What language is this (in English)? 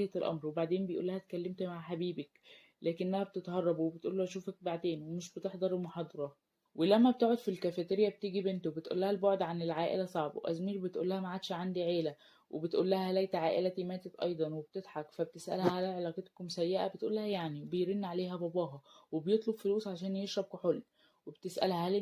Egyptian Arabic